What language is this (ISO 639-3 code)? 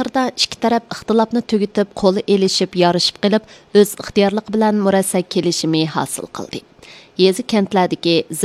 uig